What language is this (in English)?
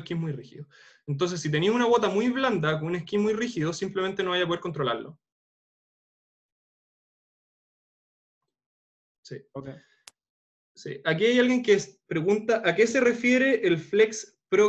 Spanish